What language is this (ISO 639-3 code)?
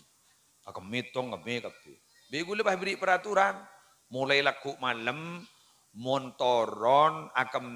mad